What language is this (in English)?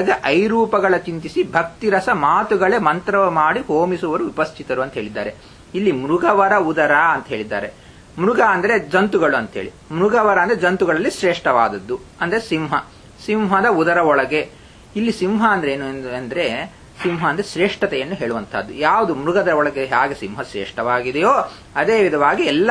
Kannada